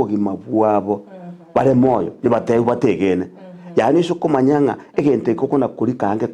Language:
Gusii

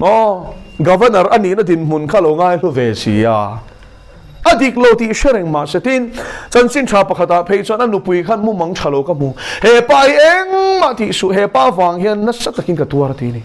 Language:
Mizo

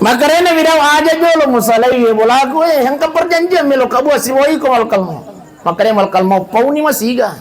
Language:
Buginese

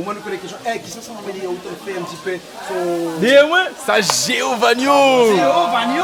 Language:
Réunion Creole French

